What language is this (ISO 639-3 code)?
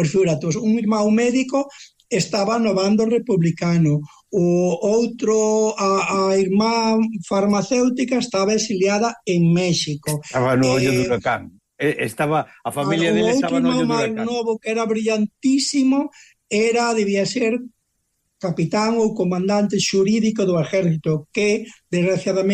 glg